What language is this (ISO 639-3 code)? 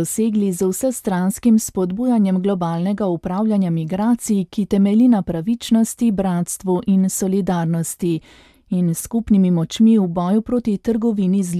slv